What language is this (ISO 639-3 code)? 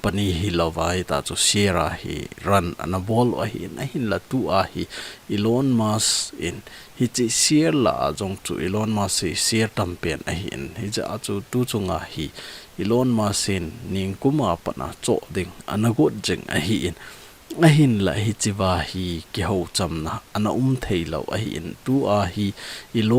tcz